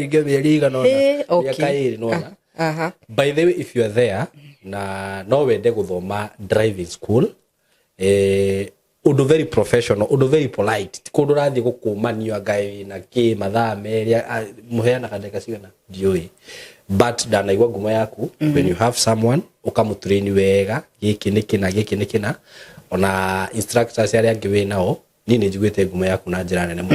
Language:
Kikuyu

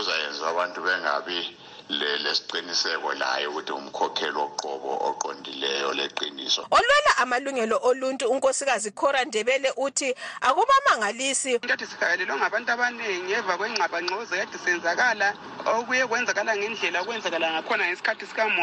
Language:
North Ndebele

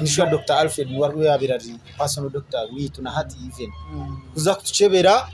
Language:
Nyankole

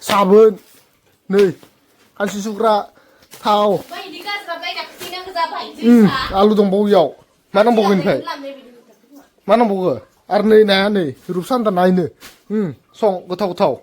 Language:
Bodo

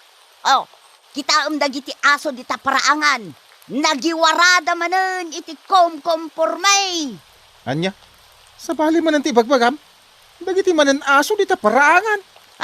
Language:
Iloko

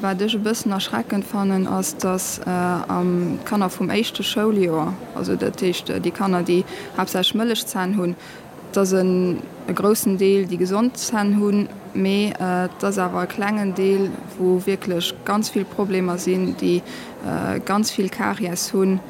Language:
Luxembourgish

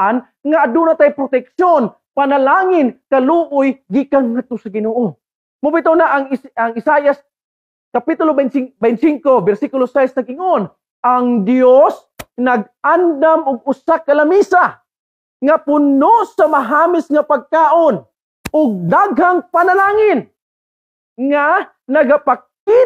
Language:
Cebuano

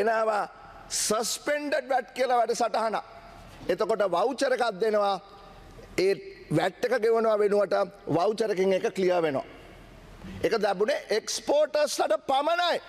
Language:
Sinhala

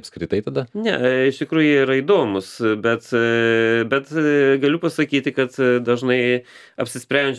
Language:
Lithuanian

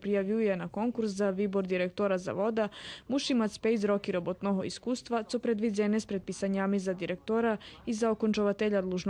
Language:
Rusyn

